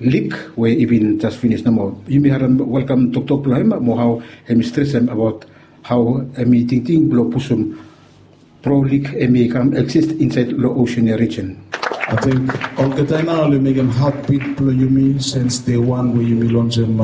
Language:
Bislama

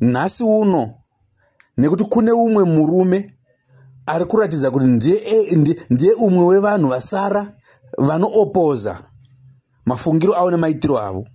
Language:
Shona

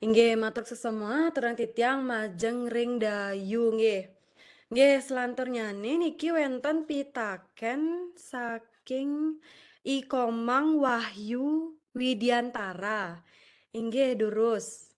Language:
Balinese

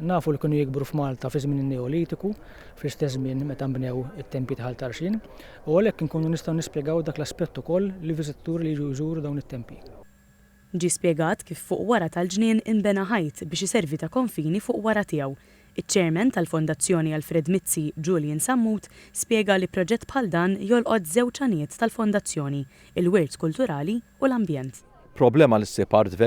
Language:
Maltese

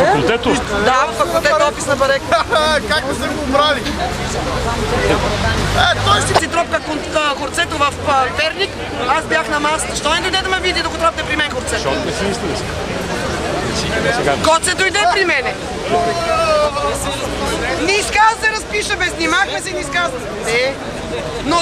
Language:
Bulgarian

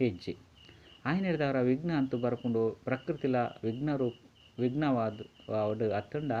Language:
Tulu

